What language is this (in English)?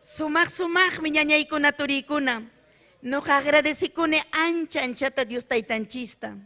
Ayacucho Quechua